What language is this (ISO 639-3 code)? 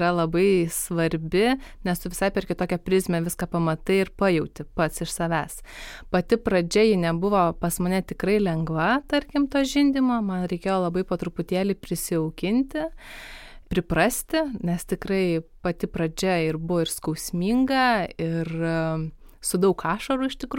lit